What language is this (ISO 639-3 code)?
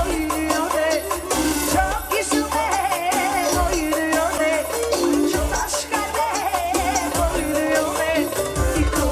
tur